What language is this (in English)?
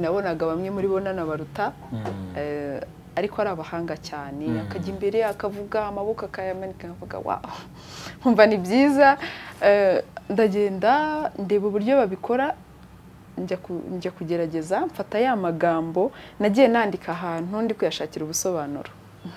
Kinyarwanda